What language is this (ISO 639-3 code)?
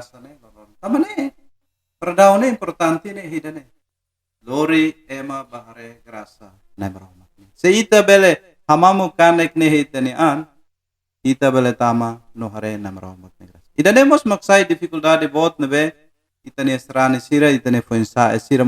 tet